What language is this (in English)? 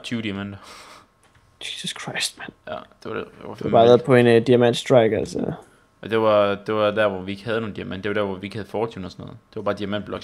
Danish